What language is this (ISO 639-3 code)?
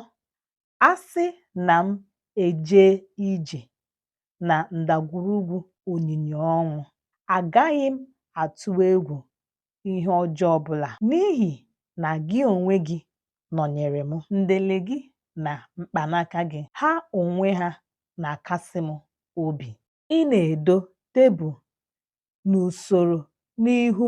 ibo